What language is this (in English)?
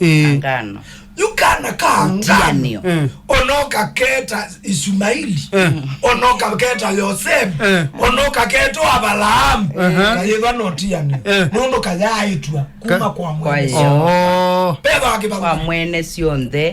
Kamba